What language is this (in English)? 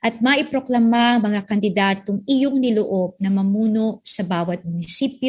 Filipino